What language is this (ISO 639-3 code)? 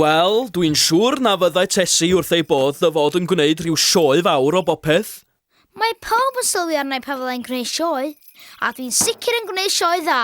cym